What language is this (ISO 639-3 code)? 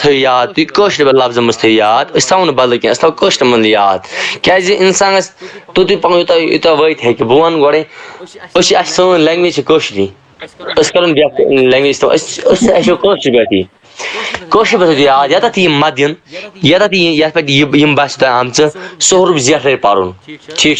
kas